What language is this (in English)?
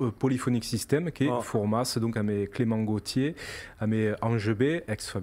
Occitan